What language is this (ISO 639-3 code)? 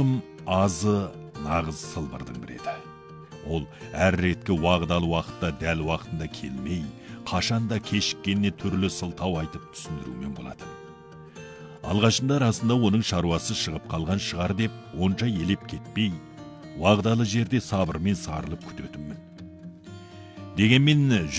kaz